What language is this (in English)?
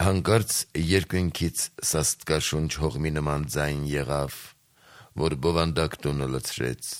Armenian